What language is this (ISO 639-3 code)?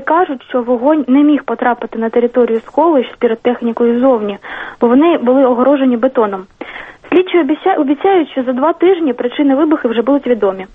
ukr